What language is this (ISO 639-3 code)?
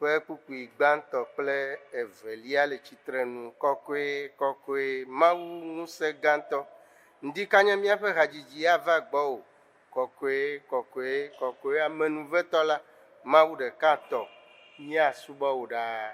ewe